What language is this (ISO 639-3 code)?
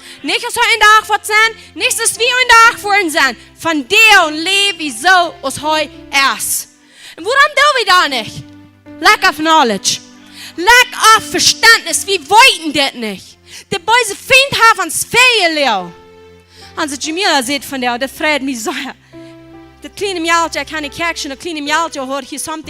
pdt